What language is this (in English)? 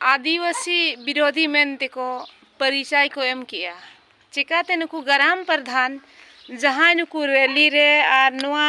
Santali